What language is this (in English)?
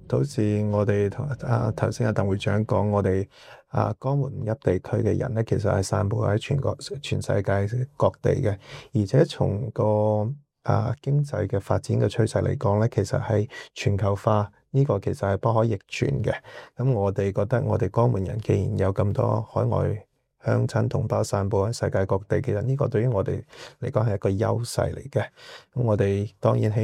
Cantonese